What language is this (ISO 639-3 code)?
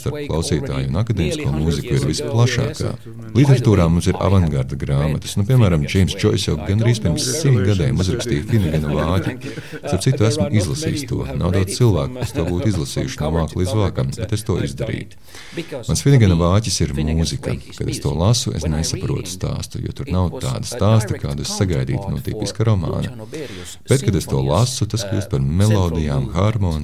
lav